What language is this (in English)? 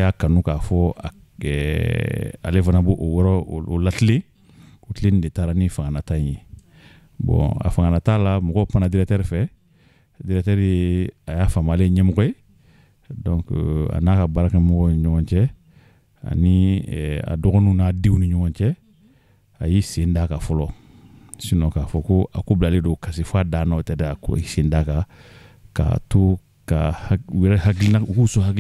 Bambara